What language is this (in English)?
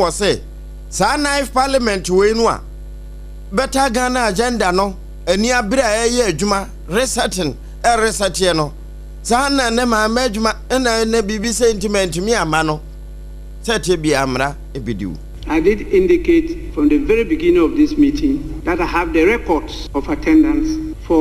Akan